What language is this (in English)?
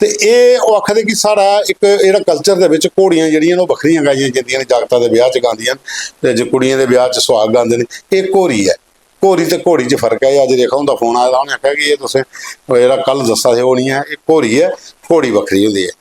Dogri